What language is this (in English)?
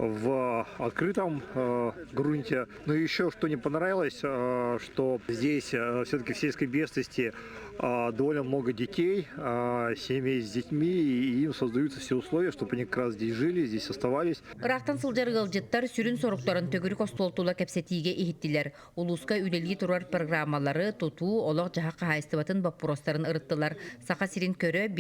Yakut